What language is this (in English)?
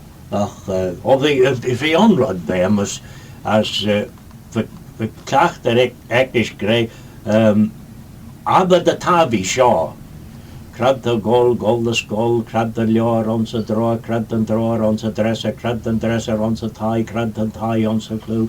Manx